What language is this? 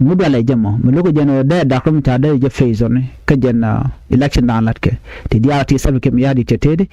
Nuer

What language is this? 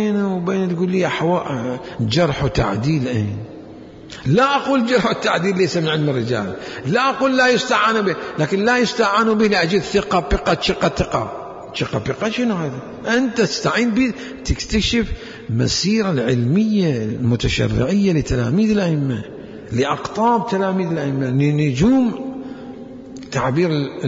Mesopotamian Arabic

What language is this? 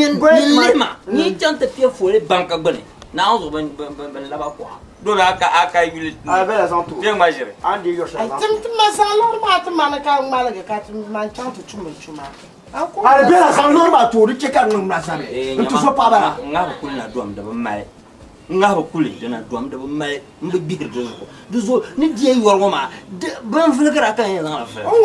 Dagbani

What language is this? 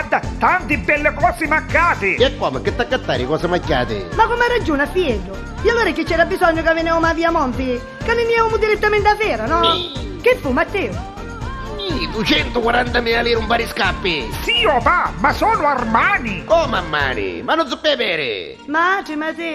Neapolitan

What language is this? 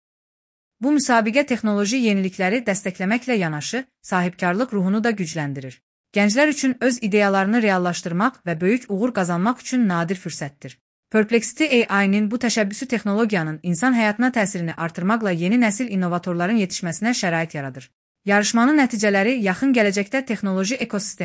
Azerbaijani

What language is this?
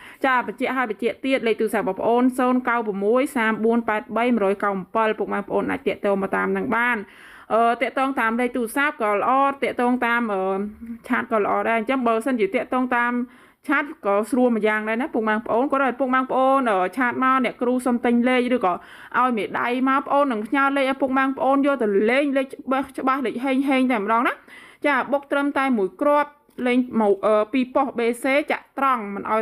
Khmer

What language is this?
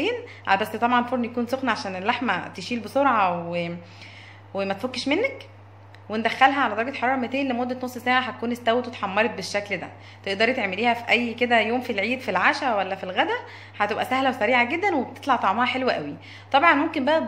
Egyptian Arabic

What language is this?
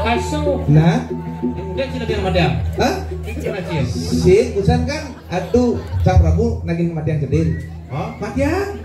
Balinese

